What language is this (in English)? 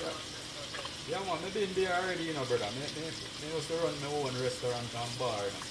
Jamaican Creole English